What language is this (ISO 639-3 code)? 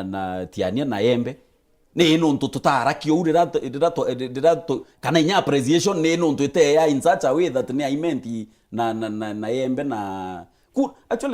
mer